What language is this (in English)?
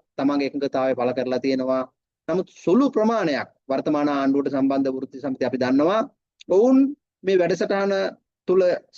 Sinhala